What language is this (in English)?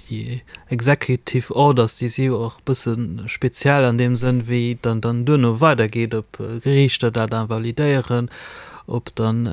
Luxembourgish